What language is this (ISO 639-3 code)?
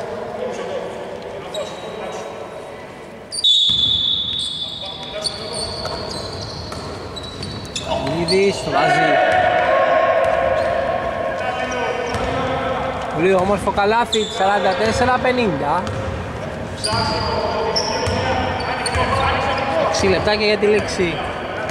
ell